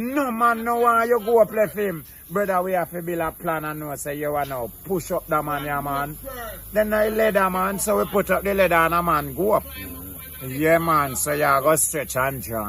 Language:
Jamaican Creole English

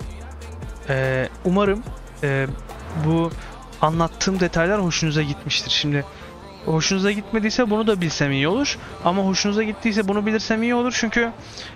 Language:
Turkish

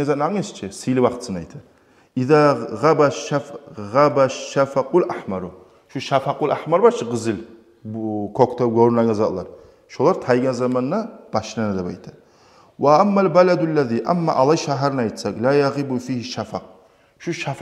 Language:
Kumyk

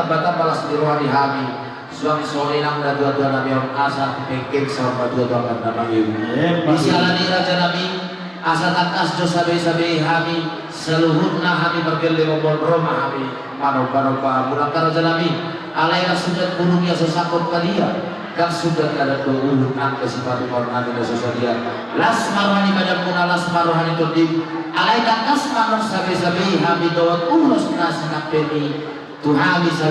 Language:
Batak Toba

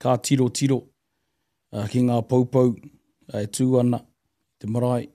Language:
Māori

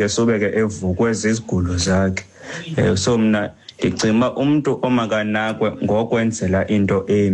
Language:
Xhosa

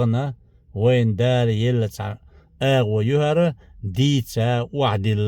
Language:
Chechen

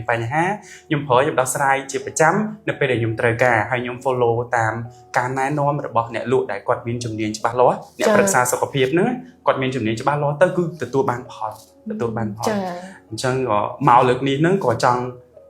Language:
Khmer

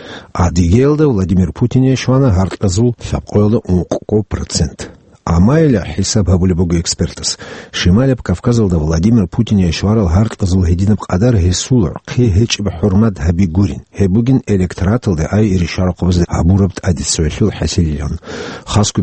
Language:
Avaric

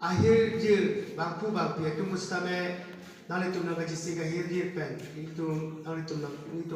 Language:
Karbi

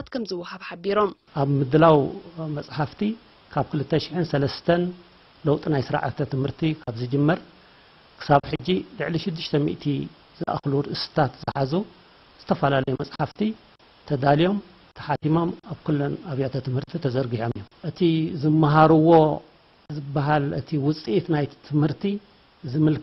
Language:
Tigrinya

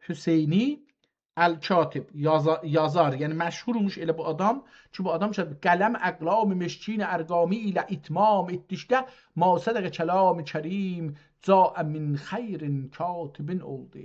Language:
South Azerbaijani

